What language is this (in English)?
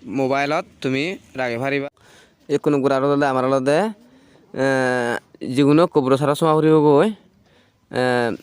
Chakma